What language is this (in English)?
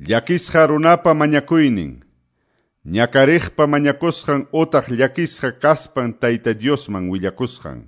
Quechua